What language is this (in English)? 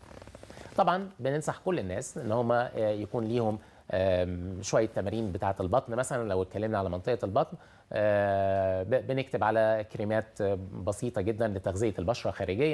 Egyptian Arabic